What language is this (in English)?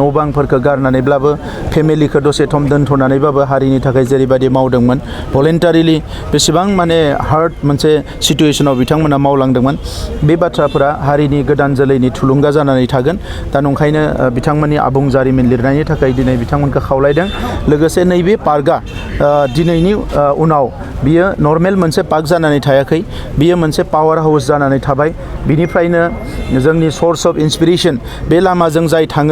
Bodo